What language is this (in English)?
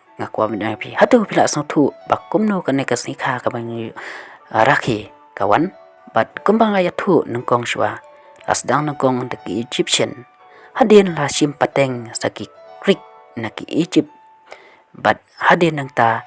Khasi